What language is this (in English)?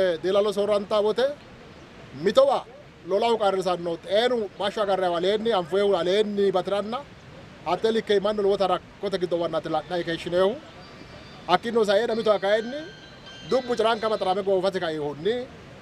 Sidamo